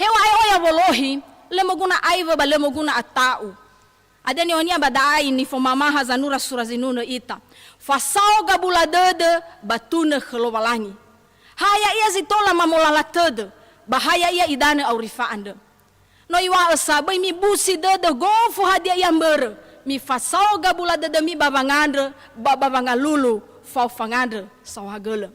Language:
Nias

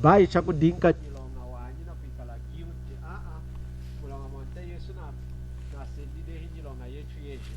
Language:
Lunda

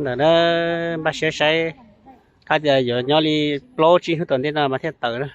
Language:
Hmong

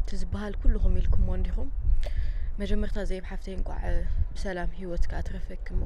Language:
Tigrinya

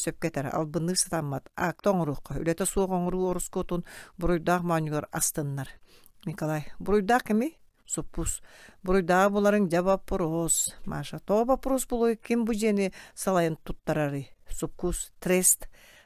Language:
Yakut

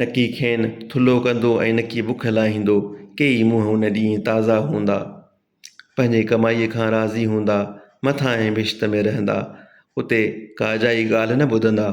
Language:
Sindhi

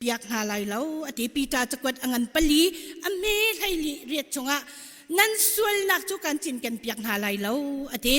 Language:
Hakha Chin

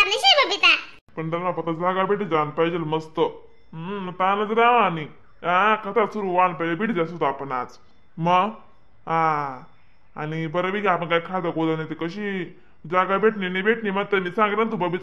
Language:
Khandesi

